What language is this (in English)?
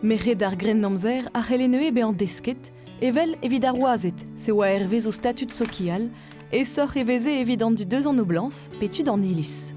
Breton